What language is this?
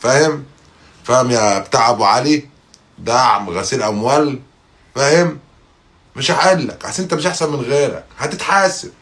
Egyptian Arabic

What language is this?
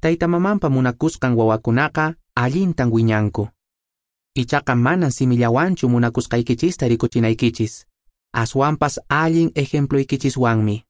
Quechua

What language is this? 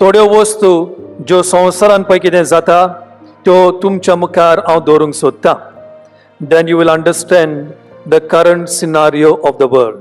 Konkani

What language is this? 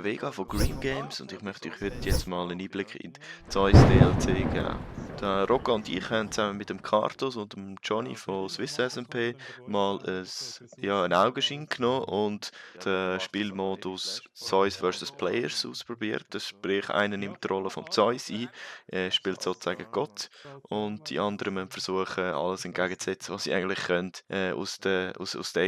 Swiss German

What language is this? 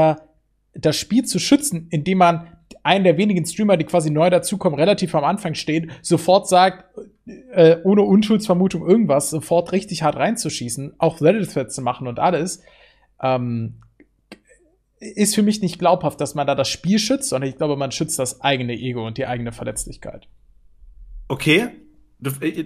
German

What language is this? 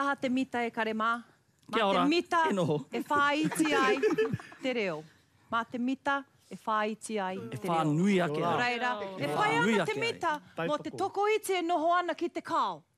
Māori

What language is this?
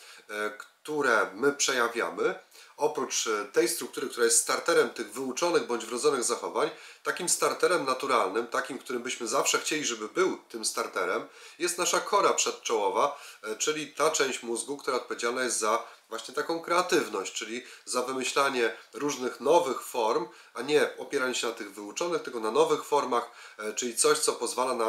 Polish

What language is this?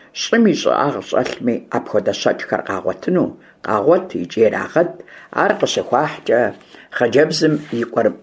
Kabardian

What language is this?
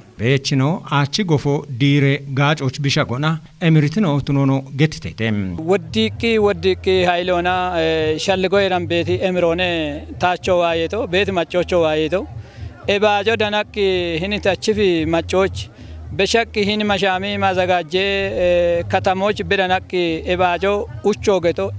Kafa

